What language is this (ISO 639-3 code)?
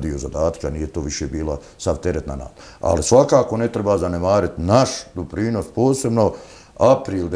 bos